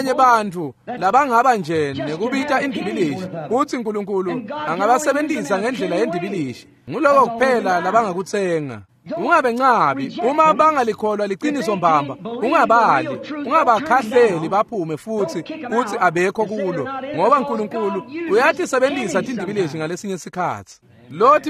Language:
Swati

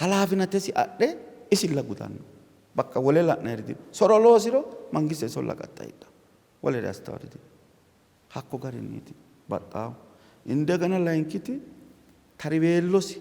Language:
Sidamo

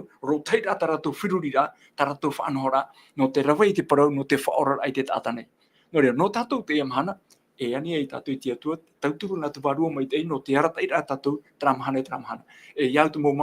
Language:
Tahitian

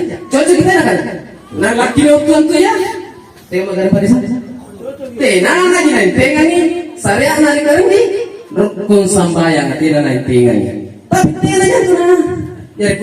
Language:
Makasar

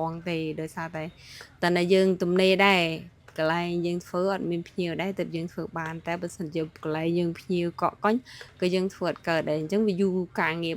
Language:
Khmer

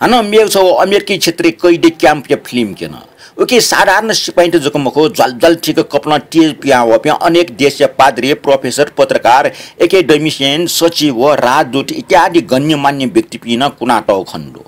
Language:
Newari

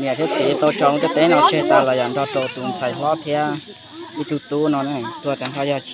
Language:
Hmong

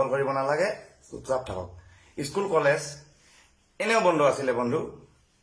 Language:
Assamese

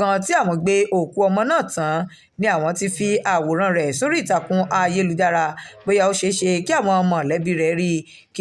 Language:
Yoruba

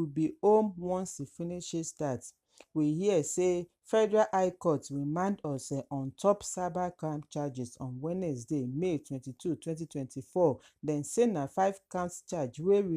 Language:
Nigerian Pidgin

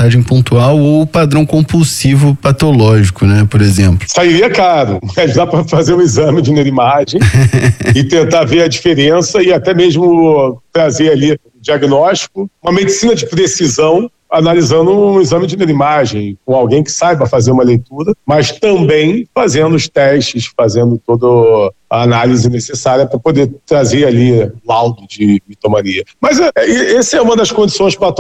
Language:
Portuguese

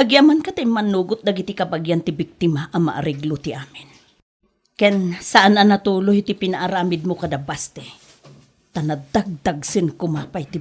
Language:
Iloko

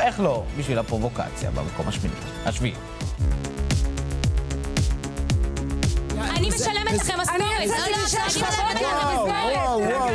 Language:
Hebrew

